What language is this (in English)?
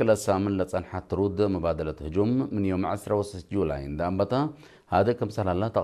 Tigre